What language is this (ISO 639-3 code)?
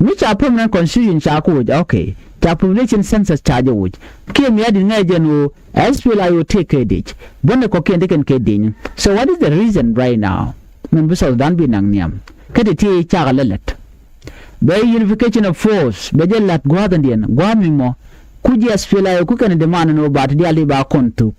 nus